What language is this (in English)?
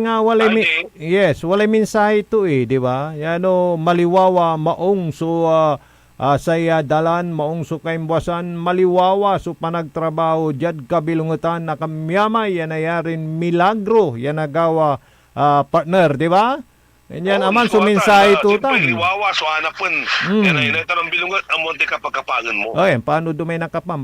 Pangasinan